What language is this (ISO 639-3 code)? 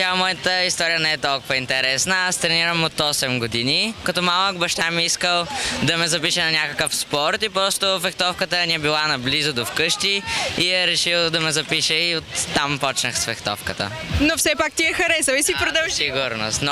bul